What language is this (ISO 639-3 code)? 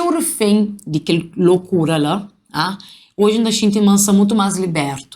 kea